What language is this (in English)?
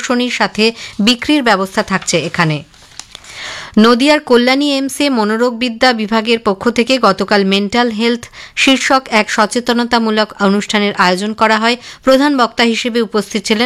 Bangla